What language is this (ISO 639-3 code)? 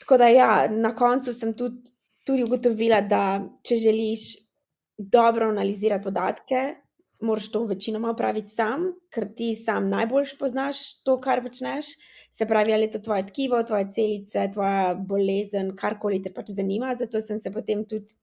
slv